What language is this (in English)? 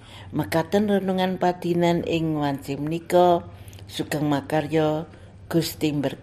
Javanese